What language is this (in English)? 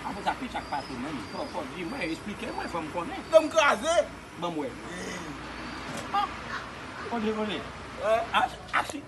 Haitian Creole